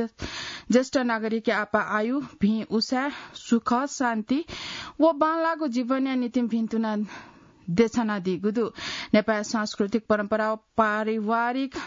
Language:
Newari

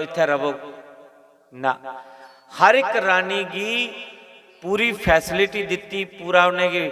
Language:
Dogri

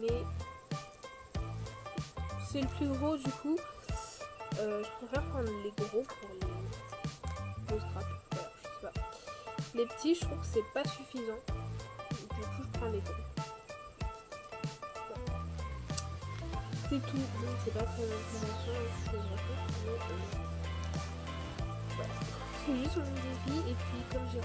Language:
French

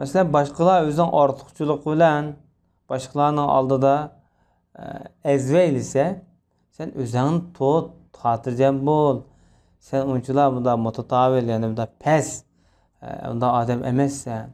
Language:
Uyghur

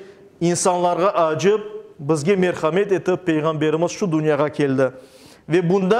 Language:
Crimean Tatar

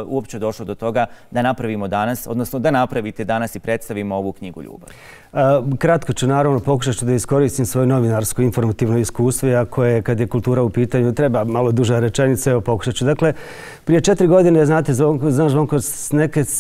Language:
Bosnian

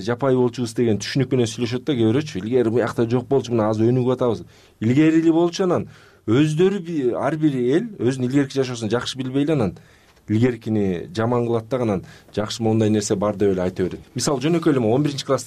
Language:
Kyrgyz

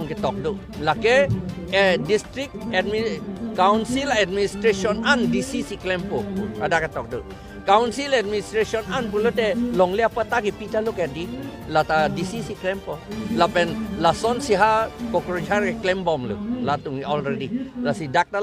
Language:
Karbi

